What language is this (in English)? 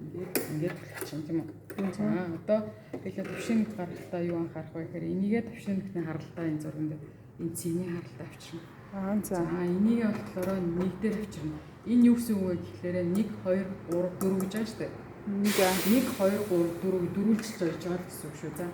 Mongolian